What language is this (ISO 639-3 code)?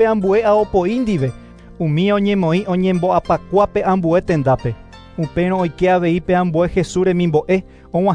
grn